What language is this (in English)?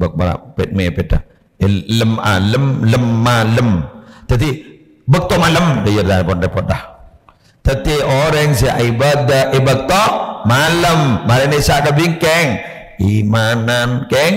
Madurese